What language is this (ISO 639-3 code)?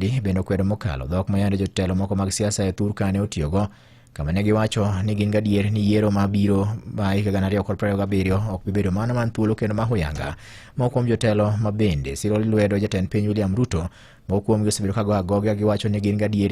luo